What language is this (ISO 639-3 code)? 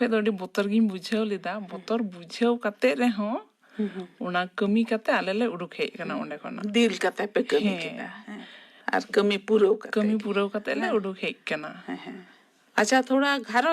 sat